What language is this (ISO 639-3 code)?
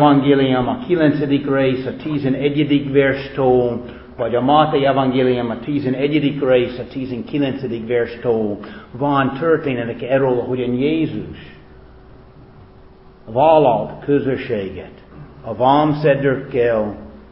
hun